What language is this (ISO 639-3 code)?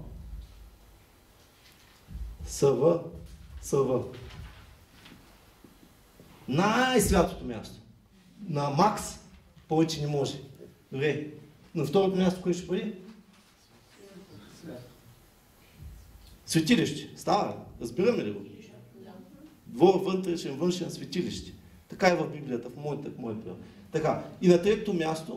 bul